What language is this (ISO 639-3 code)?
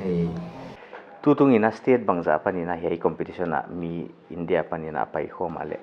pck